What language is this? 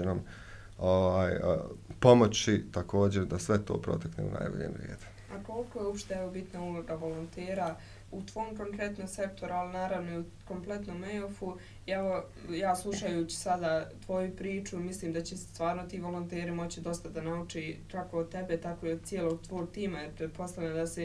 Bosnian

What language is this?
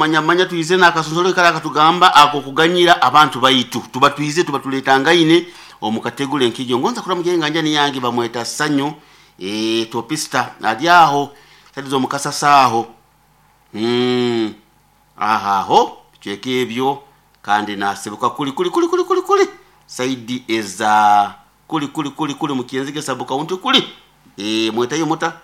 Nyoro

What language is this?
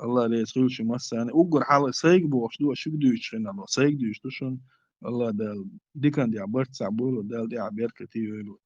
Chechen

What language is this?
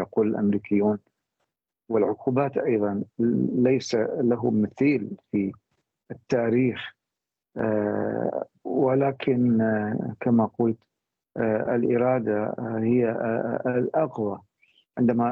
Arabic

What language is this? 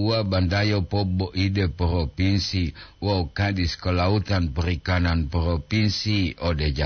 Gorontalo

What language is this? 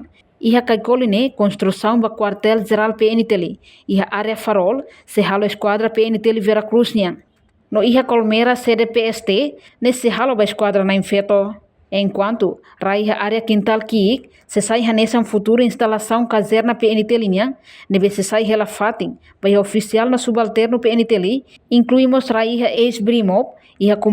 Tetum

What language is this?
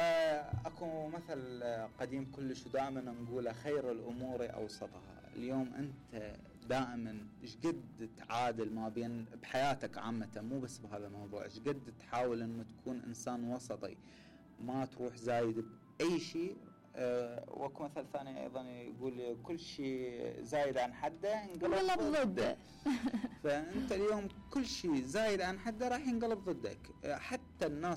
Mesopotamian Arabic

